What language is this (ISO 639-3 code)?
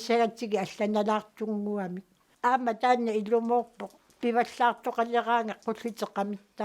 kal